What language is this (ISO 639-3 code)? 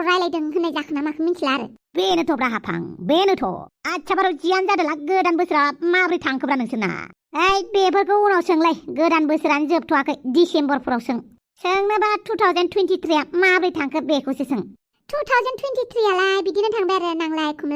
brx